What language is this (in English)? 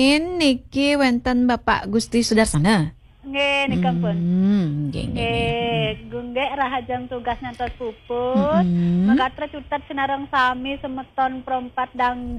Balinese